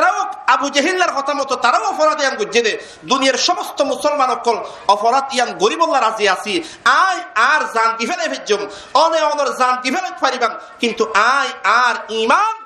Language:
Rohingya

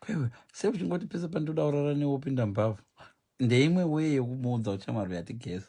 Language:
Shona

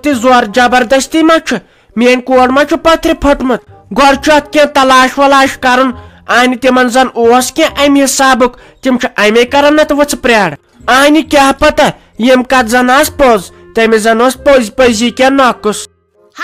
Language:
Kashmiri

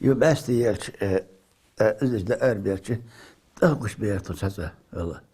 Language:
Ingush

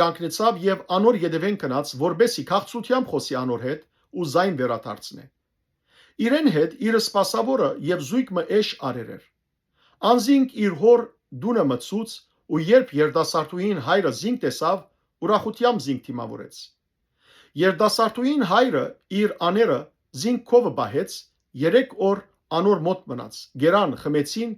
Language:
Western Armenian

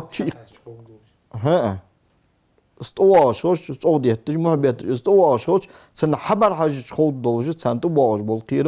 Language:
Ingush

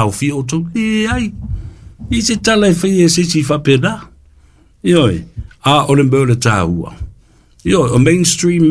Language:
Samoan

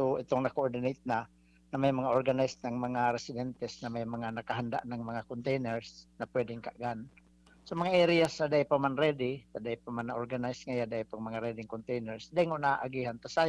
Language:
Bikol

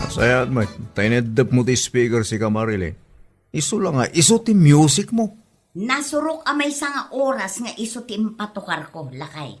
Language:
Iloko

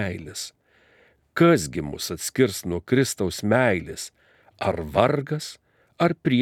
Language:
Lithuanian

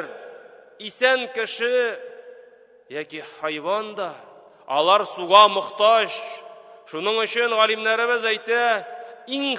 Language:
Tatar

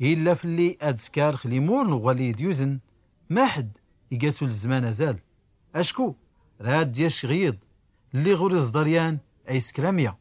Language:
Tachelhit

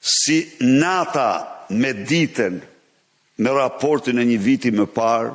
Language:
Albanian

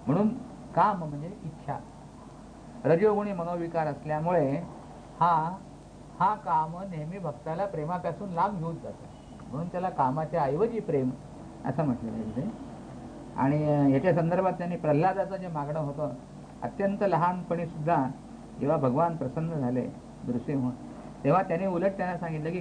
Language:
Marathi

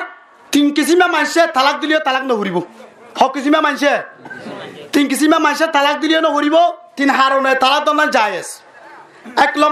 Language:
Rohingya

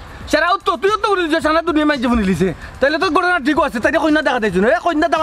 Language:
Sylheti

